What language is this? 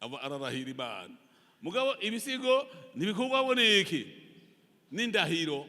Rundi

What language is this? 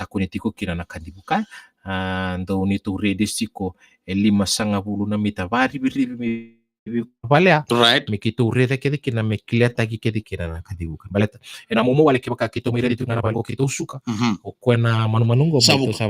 Fijian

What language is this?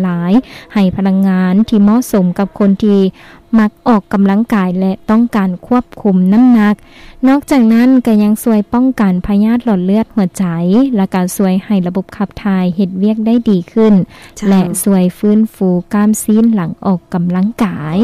Lao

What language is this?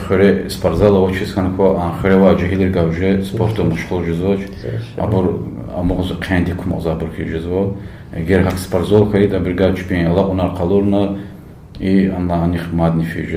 Lezghian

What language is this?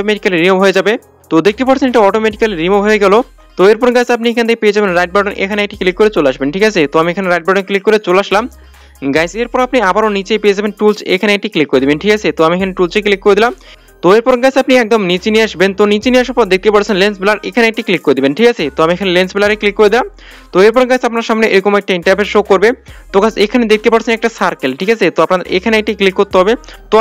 Bangla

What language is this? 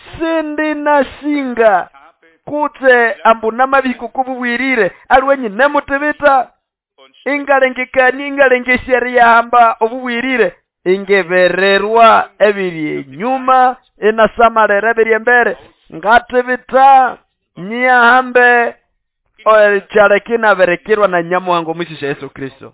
Nande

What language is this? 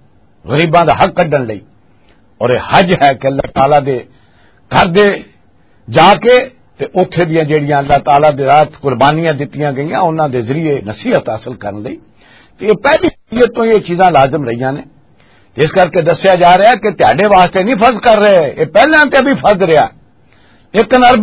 Western Panjabi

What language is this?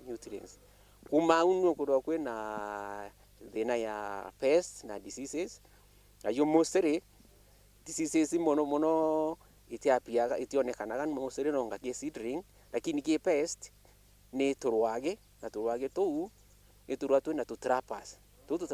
Meru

